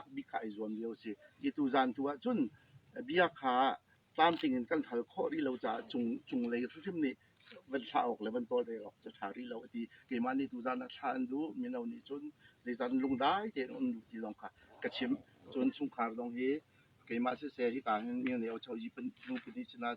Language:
Hakha Chin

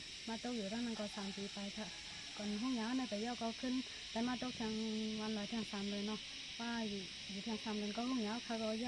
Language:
Shan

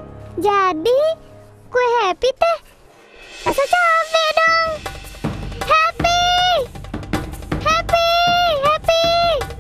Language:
Indonesian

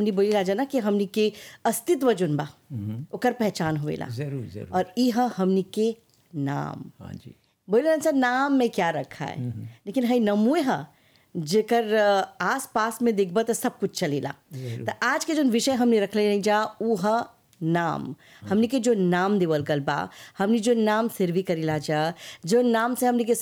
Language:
Bhojpuri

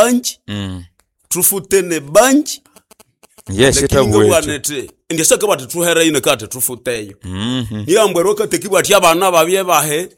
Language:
Nande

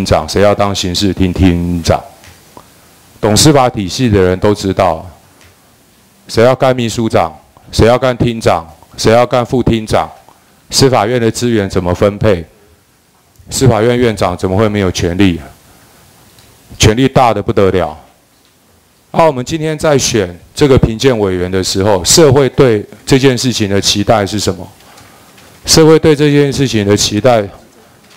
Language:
Chinese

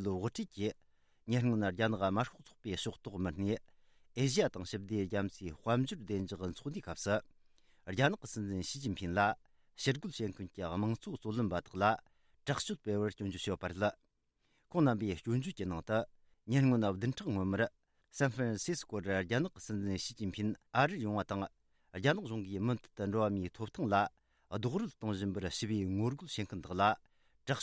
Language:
Tibetan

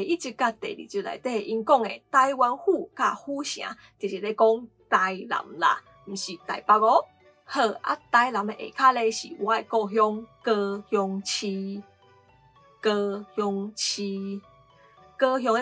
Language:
Min Nan Chinese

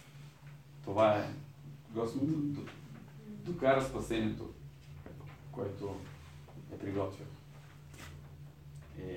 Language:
Bulgarian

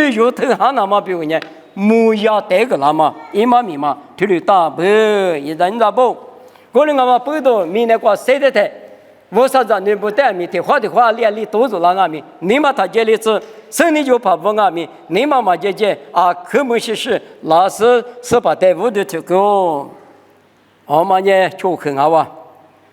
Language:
Lisu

